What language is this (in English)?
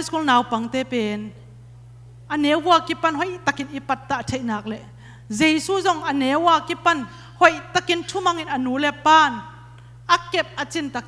Tedim Chin